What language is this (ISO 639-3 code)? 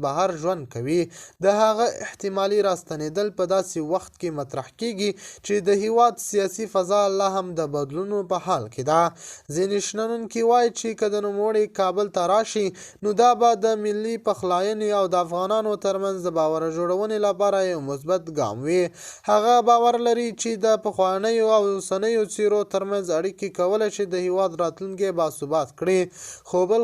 pus